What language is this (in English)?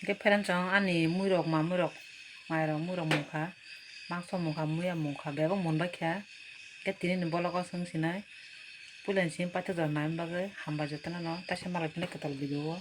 Kok Borok